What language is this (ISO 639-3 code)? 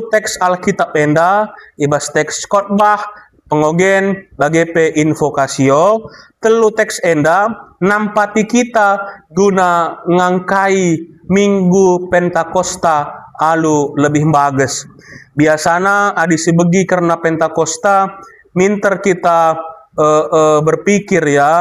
btx